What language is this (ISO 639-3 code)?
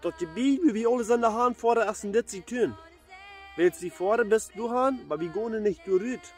pdt